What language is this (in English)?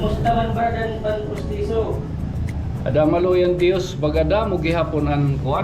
Waray